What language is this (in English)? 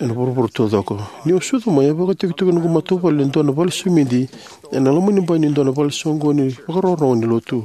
Fijian